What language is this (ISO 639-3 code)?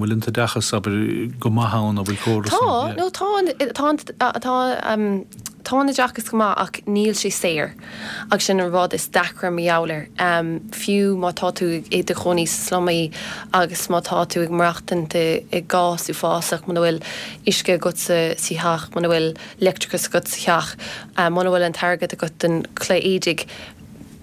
gle